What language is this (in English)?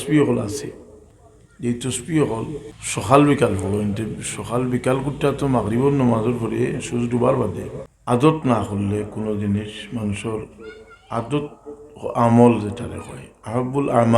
Sylheti